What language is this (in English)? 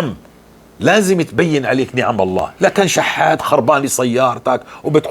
North Levantine Arabic